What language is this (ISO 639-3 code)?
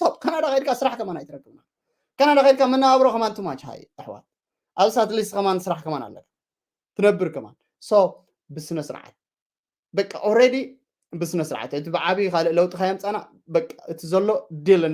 tir